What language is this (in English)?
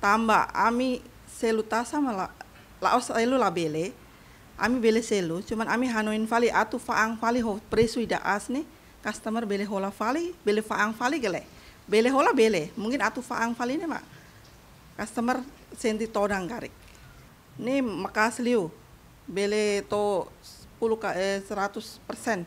Tetum